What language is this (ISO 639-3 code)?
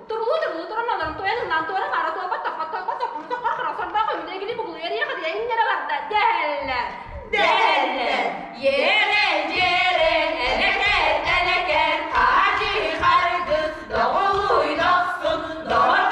sah